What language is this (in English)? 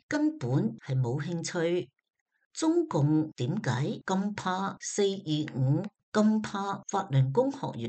Cantonese